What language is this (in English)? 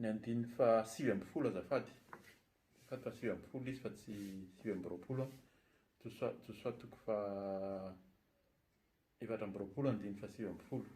Malagasy